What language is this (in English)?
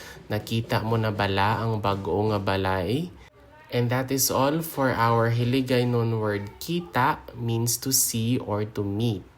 Hiligaynon